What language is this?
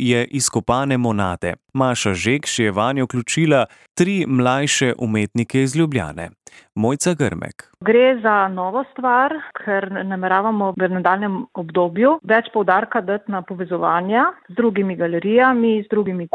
Slovenian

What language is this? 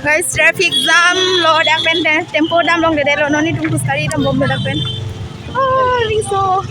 Karbi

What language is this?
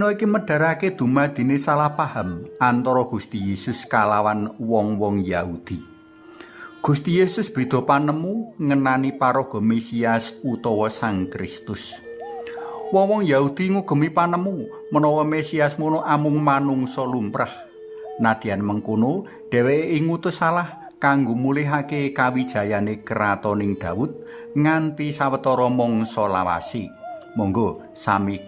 Javanese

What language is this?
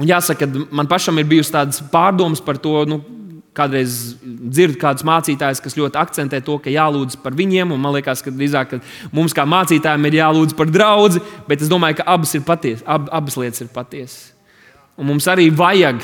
Latvian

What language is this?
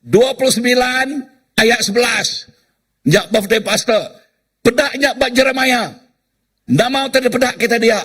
Iban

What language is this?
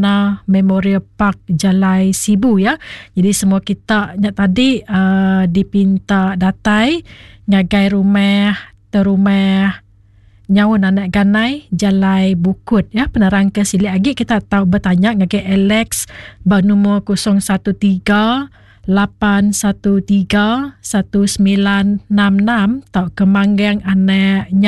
Iban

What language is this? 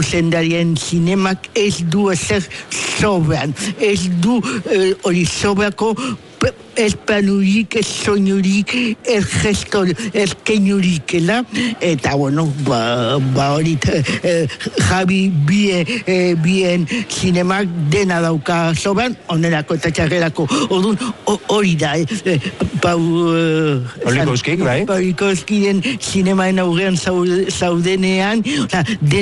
Basque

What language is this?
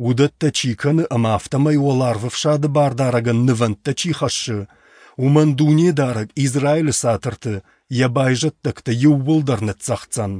Ossetic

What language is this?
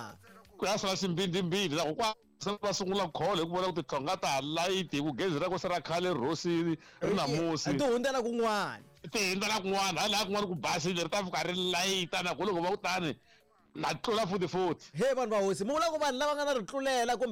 Tsonga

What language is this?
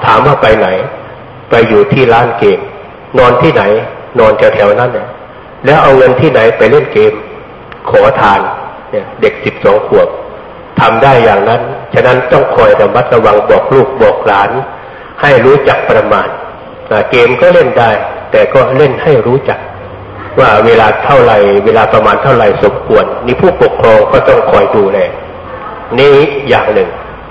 Thai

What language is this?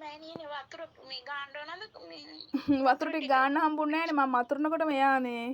Sinhala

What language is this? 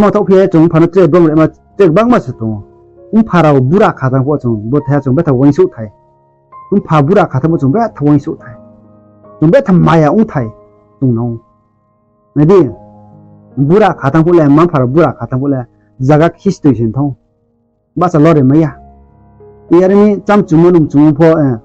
Riang (India)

